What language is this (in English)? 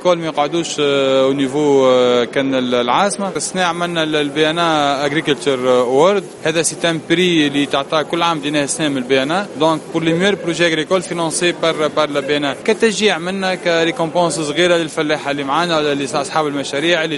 Tunisian Arabic